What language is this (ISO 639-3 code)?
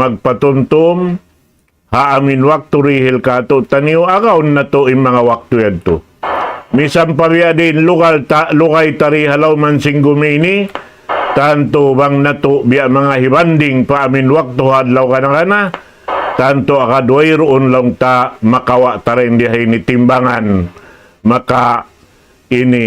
tsg